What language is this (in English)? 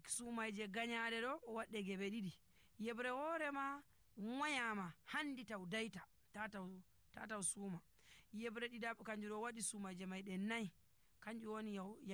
Nigerian Fulfulde